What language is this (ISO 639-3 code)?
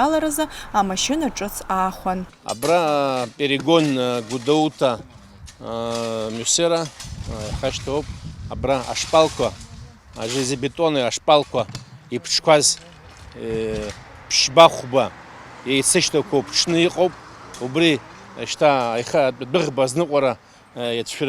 abk